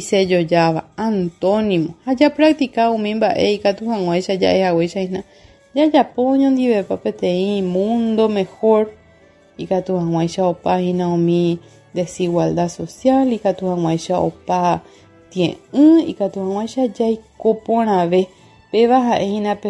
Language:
Guarani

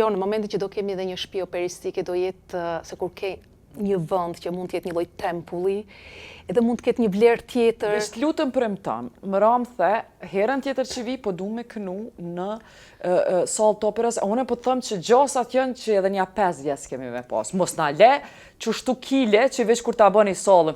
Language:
Albanian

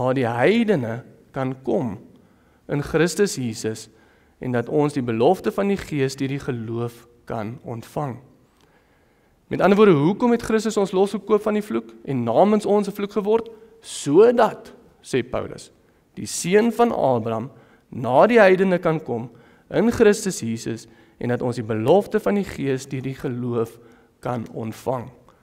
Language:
Afrikaans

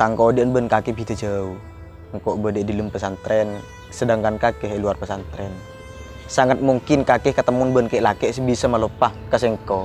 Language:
Madurese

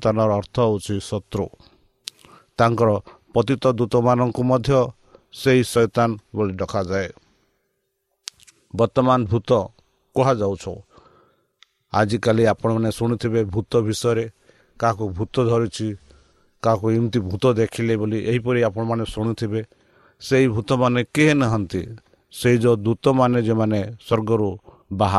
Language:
Odia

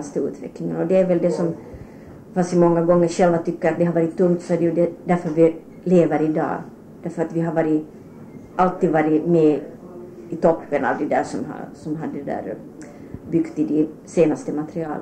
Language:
Swedish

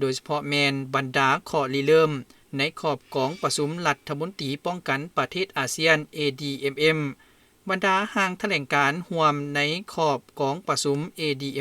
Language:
Lao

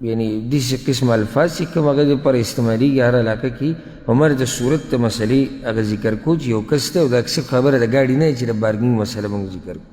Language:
Pashto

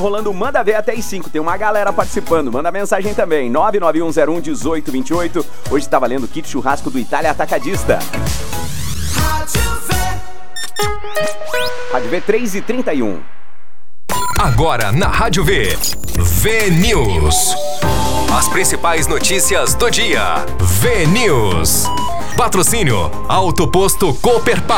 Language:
Portuguese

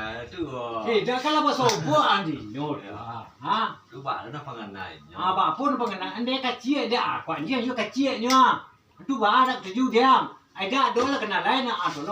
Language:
Minangkabau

